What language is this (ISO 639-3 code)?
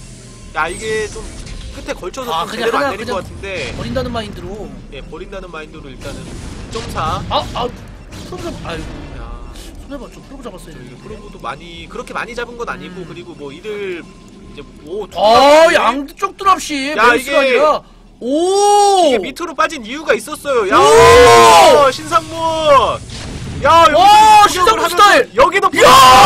kor